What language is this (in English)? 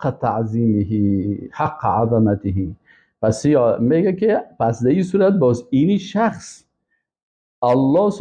Persian